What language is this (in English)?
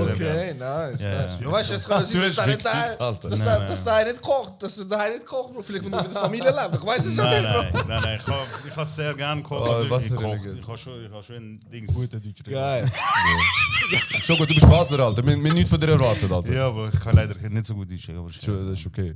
Swiss German